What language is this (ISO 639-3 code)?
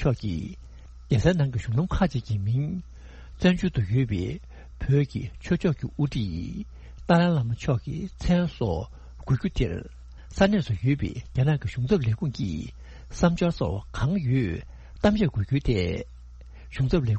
bod